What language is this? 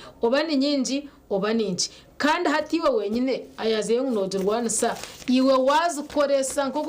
Nyankole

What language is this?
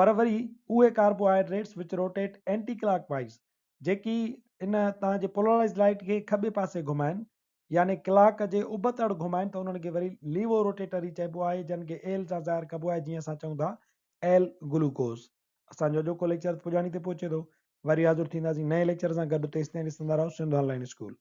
Sindhi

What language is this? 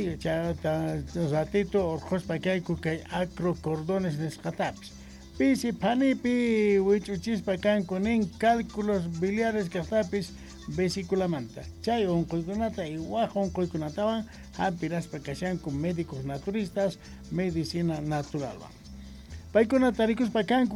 South Bolivian Quechua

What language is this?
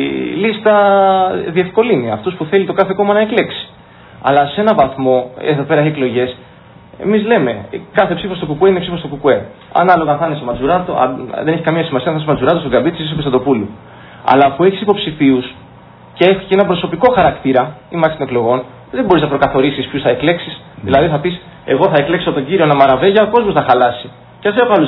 Greek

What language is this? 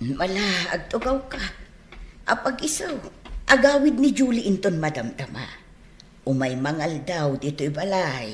Iloko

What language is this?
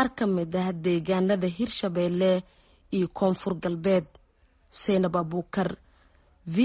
Somali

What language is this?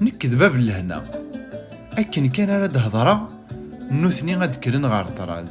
Kabyle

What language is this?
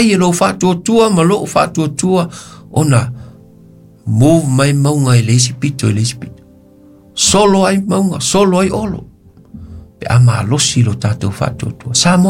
Samoan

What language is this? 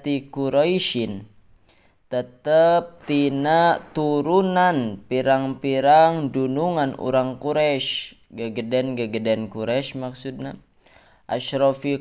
Sundanese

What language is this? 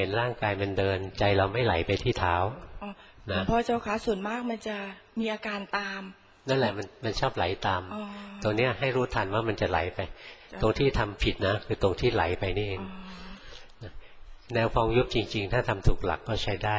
Thai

